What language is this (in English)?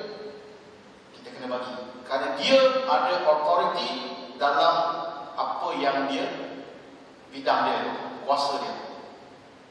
Malay